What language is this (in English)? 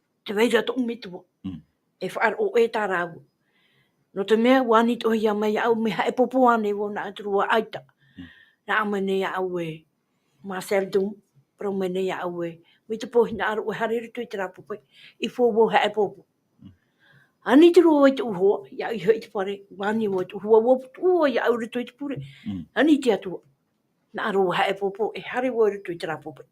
Tahitian